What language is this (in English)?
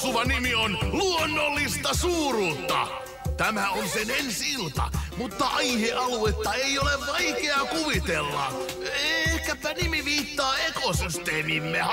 Finnish